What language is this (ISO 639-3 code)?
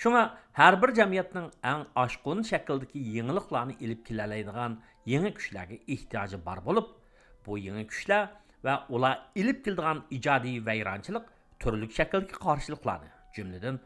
uig